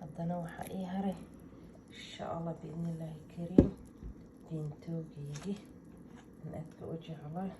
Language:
Somali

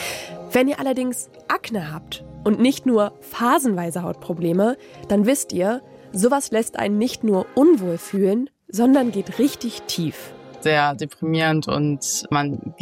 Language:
German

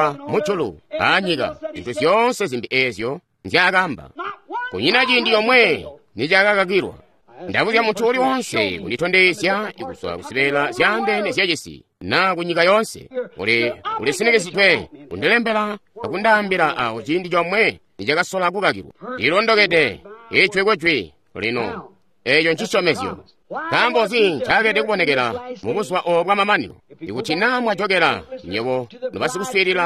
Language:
Tonga (Zambia)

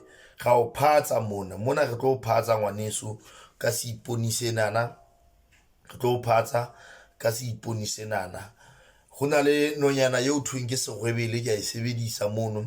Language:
Southern Sotho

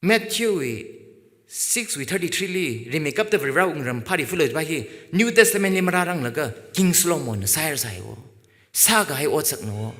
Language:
Tangkhul Naga (India)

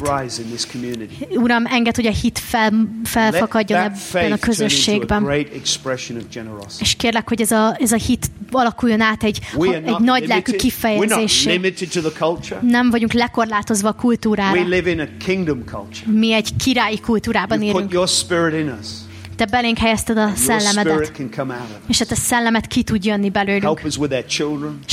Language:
Hungarian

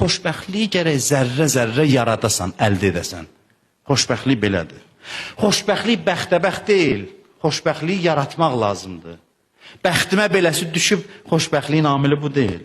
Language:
Azerbaijani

